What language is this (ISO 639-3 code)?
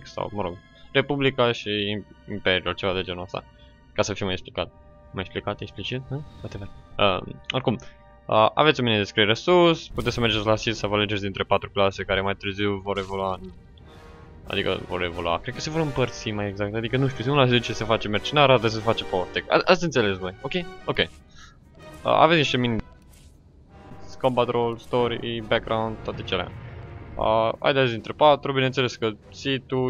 ron